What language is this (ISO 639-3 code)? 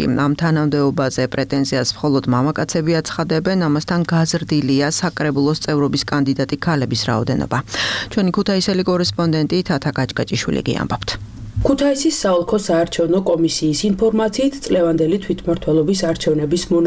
kat